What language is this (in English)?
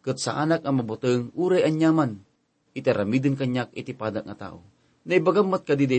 Iloko